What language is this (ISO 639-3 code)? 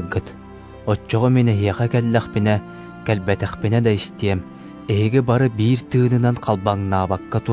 sah